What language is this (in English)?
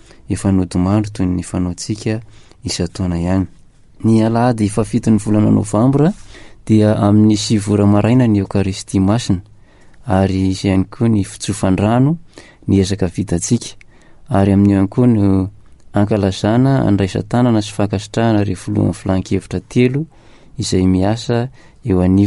Malagasy